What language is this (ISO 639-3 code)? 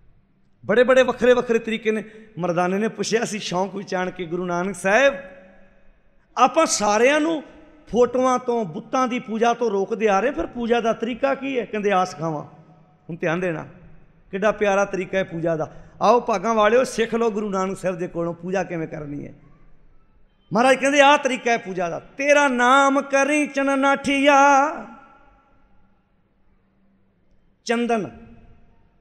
pan